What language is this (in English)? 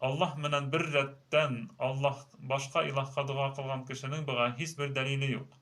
Bashkir